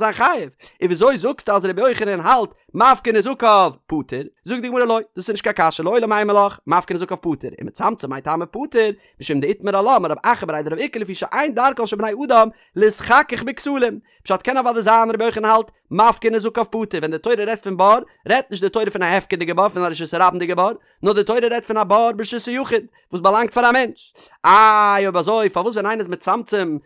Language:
Yiddish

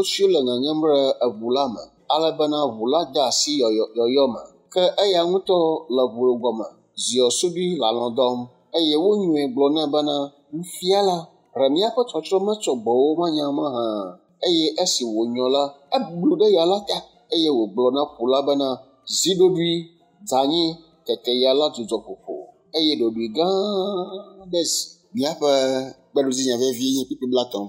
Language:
Ewe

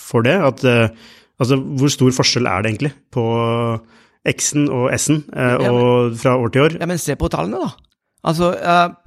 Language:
Norwegian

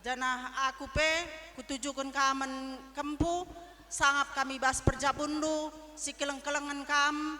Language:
Batak Karo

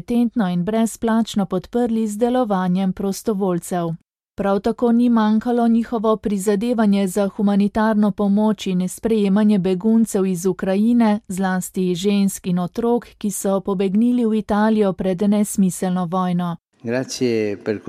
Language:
Slovenian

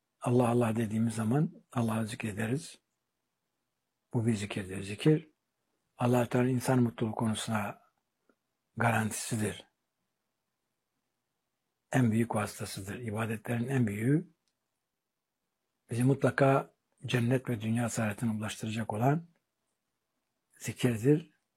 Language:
Turkish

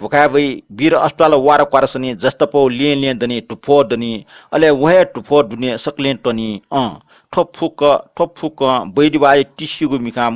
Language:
Newari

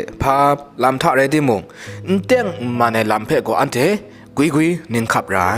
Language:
Kachin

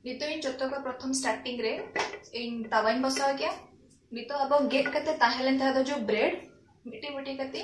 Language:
Santali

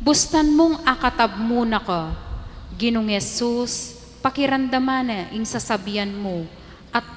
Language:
Pampanga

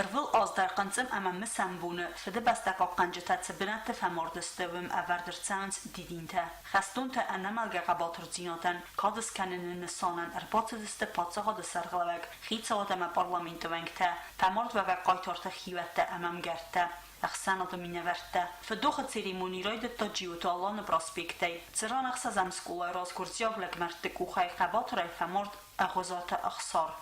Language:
Ossetic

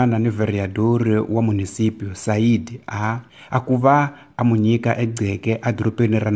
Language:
Tsonga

